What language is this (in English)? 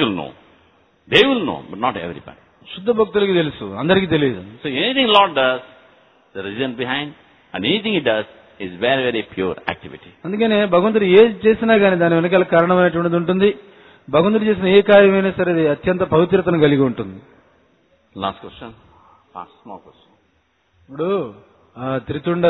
Telugu